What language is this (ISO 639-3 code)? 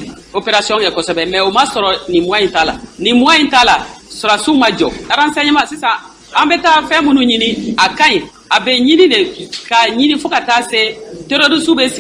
bam